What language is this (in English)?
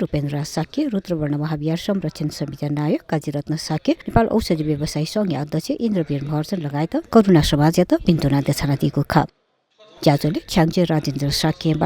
Newari